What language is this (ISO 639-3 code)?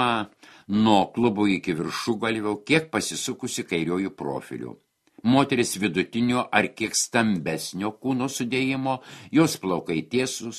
lit